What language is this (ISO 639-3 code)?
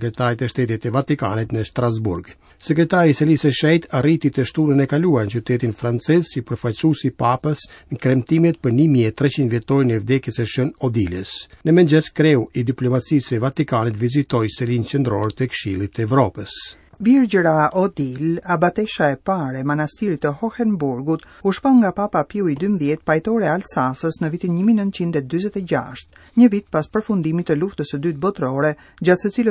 sqi